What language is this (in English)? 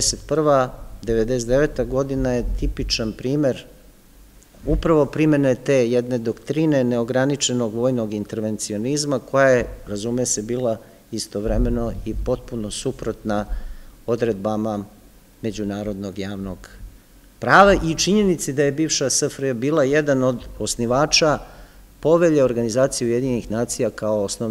Serbian